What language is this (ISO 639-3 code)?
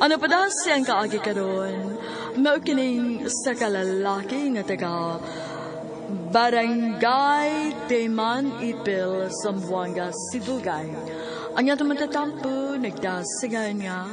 ceb